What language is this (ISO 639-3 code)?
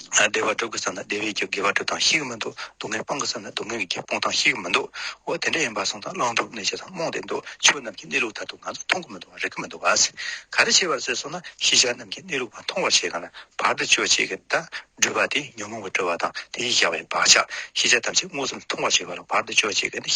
bod